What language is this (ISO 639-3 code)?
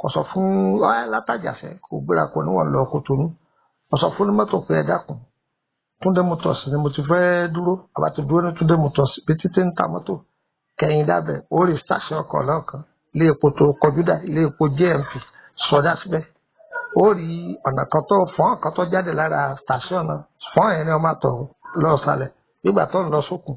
yor